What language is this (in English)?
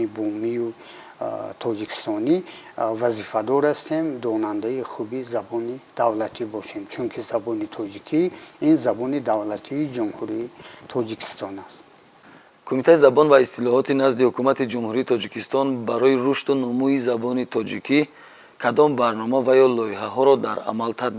Tajik